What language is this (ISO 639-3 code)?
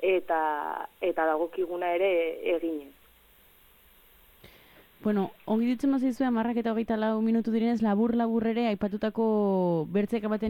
eus